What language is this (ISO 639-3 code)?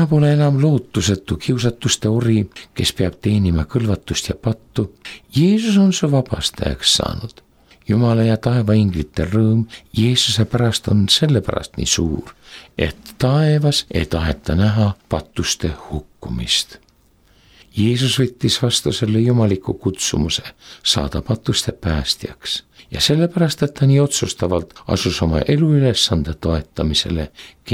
est